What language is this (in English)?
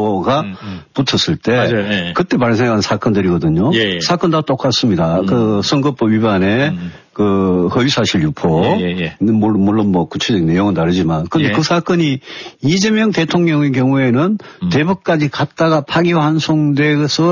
Korean